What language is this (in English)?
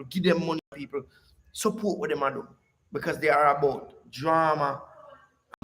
Jamaican Creole English